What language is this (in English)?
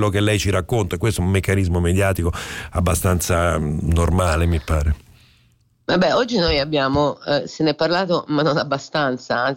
Italian